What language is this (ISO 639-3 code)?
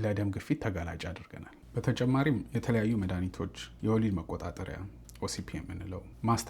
amh